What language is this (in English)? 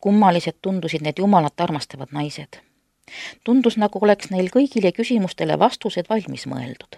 Estonian